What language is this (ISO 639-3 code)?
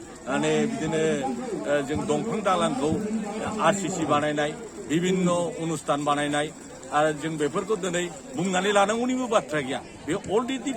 brx